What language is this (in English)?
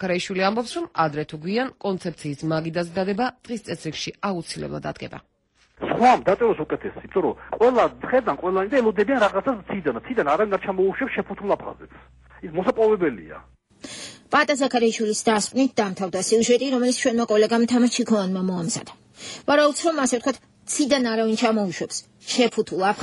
Georgian